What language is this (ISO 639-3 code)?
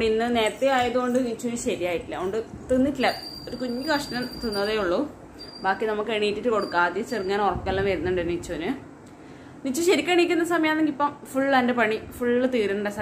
mal